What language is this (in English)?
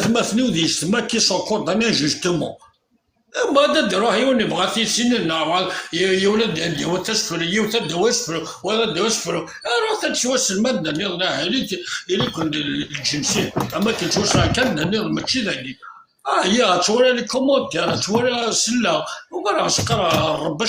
Kabyle